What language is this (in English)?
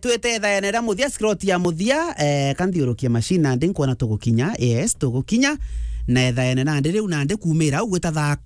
Meru